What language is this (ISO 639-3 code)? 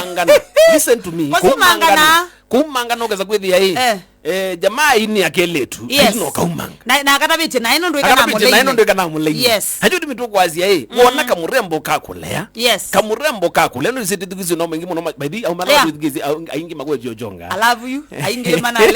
kam